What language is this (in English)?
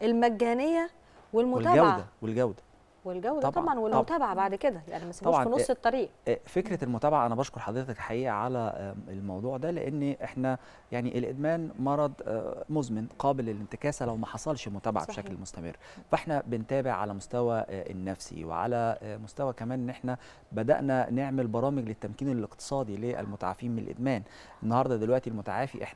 Egyptian Arabic